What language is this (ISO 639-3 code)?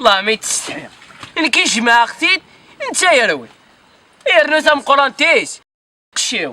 kab